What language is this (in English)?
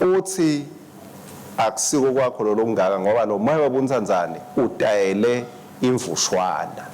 Swati